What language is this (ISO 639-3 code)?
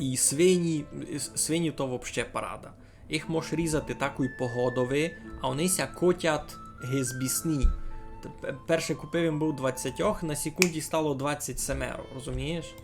rue